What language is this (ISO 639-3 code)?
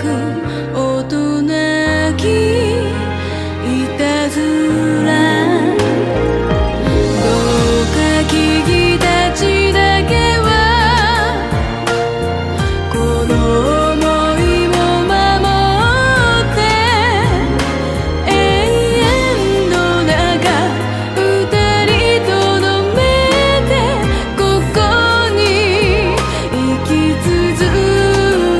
jpn